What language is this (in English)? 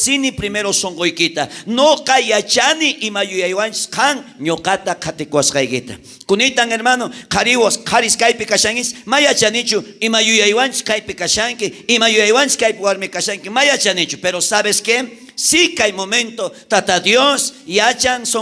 South Bolivian Quechua